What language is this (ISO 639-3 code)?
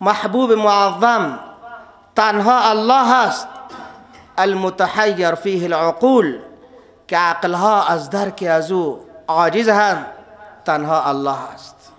fas